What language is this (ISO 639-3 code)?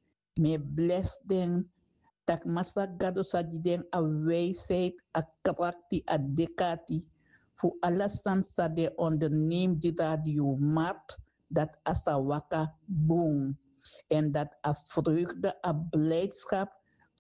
srn